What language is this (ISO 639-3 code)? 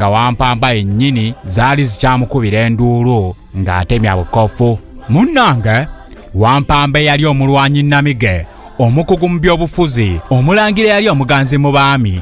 lug